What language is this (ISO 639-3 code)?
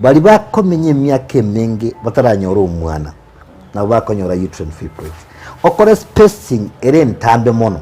guz